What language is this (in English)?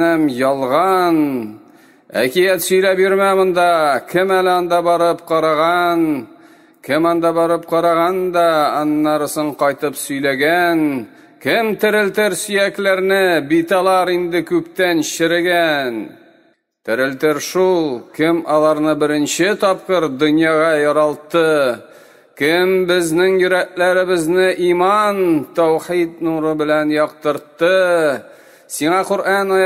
Tatar